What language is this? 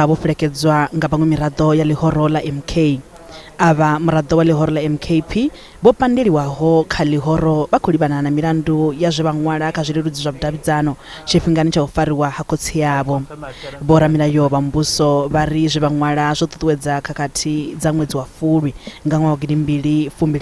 Venda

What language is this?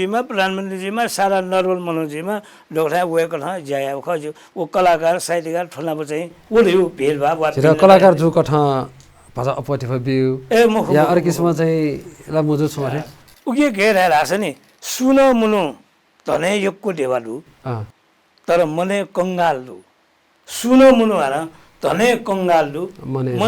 Newari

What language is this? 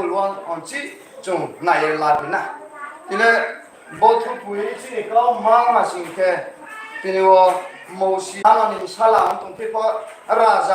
Riang (India)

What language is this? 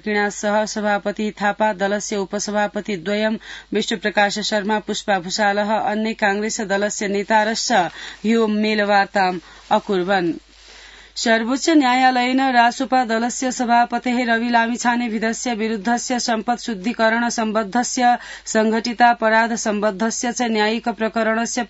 Sanskrit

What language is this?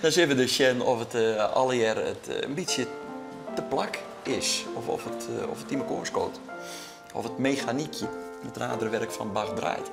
Western Frisian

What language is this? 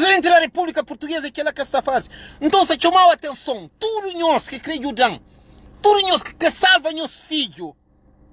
Kabuverdianu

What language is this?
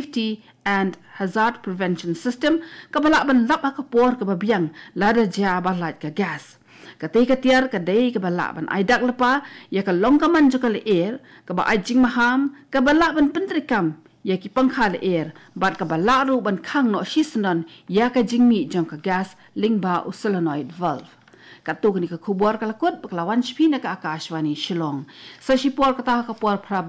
Khasi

